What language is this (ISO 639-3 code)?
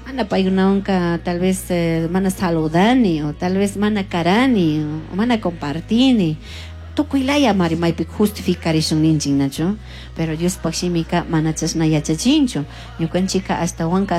qug